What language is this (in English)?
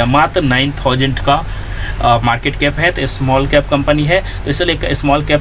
Hindi